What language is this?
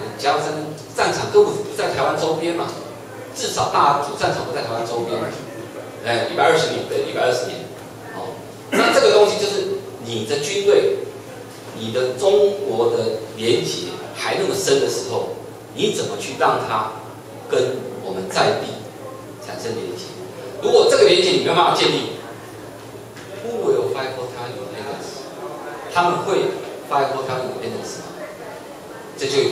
Chinese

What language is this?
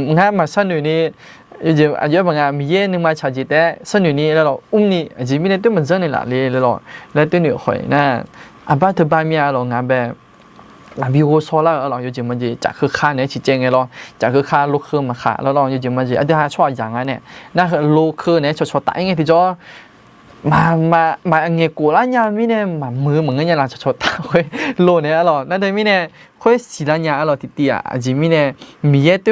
Akha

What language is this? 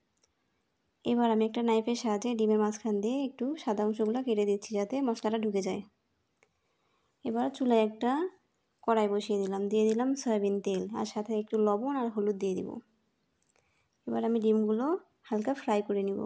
Bangla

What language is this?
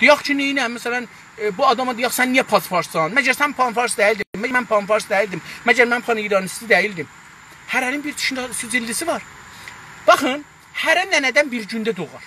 South Azerbaijani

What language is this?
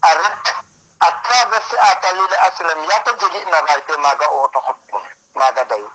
Serer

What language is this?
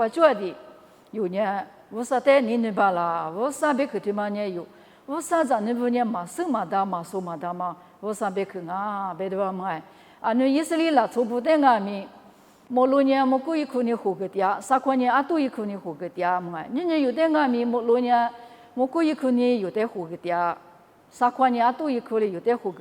Lisu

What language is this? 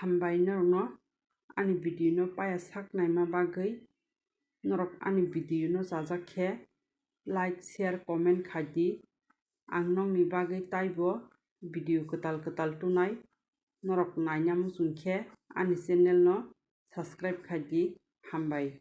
Kok Borok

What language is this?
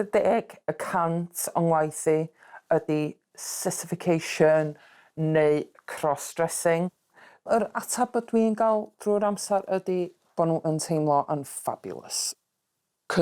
Welsh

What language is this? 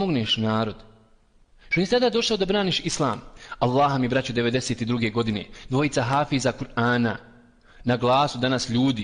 Bosnian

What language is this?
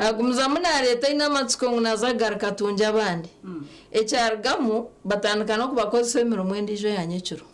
Nyankole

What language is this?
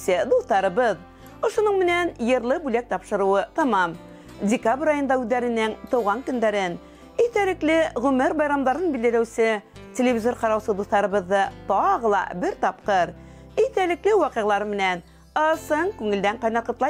Bashkir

